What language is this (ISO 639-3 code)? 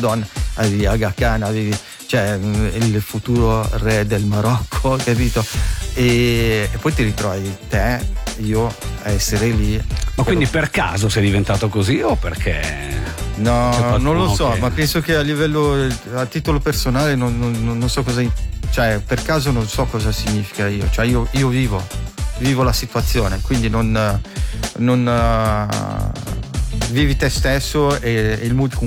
ita